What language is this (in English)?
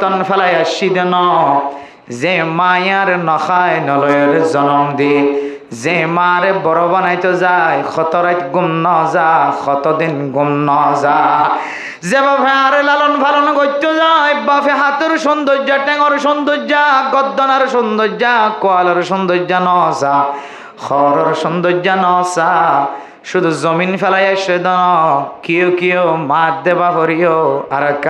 Rohingya